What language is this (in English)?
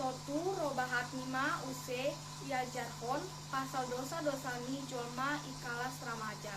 Batak Simalungun